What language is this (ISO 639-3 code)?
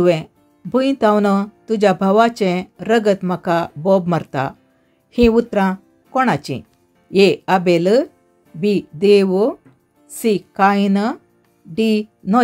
kok